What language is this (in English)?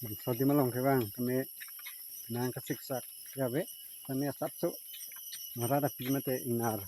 Karbi